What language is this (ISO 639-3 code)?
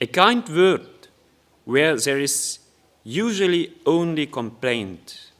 hsb